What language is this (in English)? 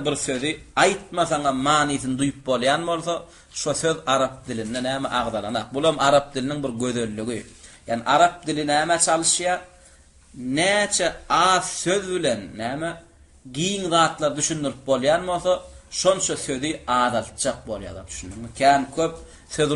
Turkmen